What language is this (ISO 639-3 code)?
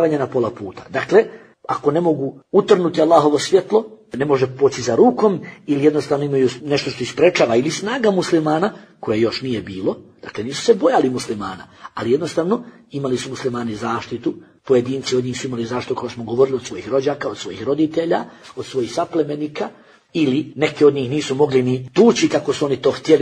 bos